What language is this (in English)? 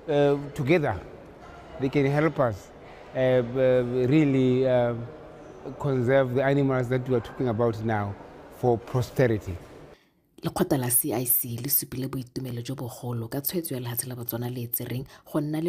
Tswana